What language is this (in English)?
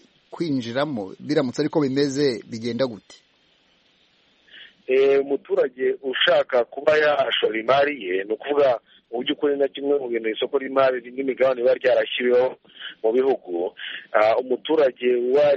Kinyarwanda